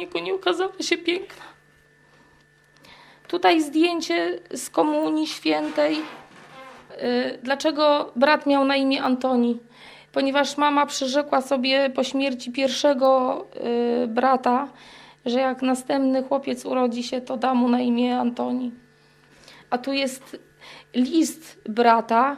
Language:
Polish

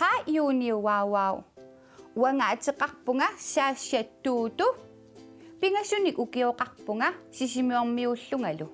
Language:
Kalaallisut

